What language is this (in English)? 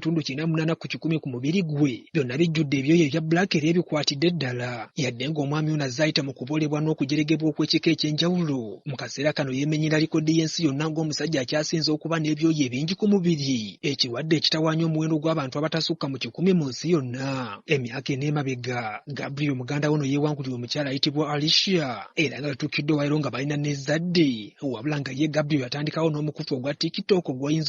Ganda